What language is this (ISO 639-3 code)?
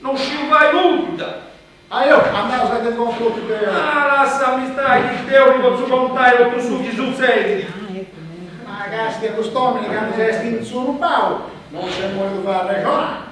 srd